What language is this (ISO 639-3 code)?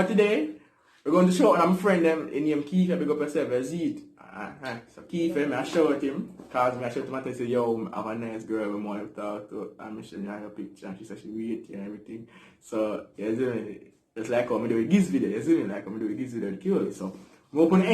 jam